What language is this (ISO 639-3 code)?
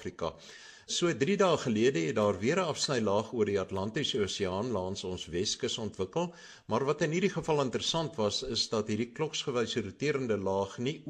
afr